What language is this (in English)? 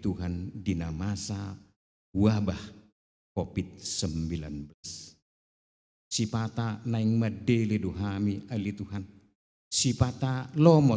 Batak Toba